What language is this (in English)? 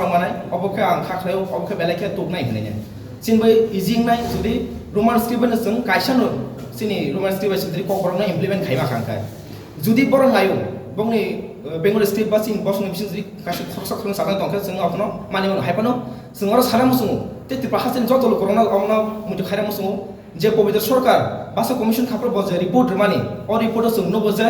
Kok Borok